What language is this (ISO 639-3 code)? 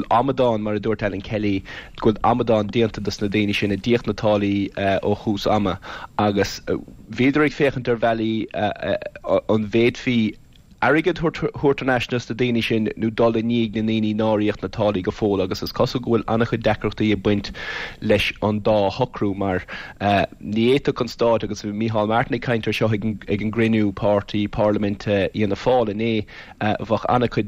gle